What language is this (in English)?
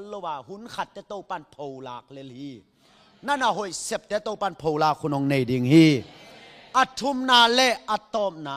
Tedim Chin